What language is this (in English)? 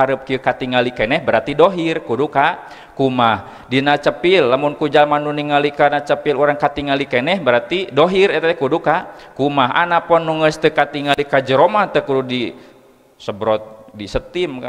Sundanese